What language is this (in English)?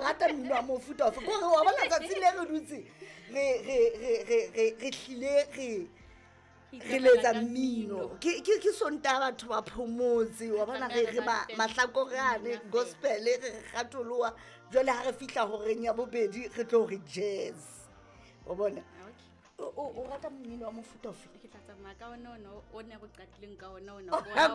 Southern Sotho